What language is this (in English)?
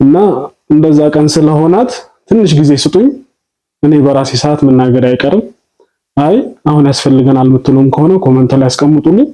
Amharic